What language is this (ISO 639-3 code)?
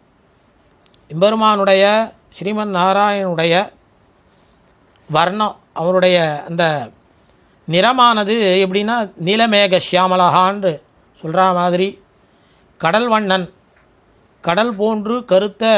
tam